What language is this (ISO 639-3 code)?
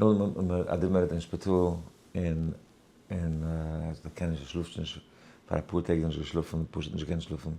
yid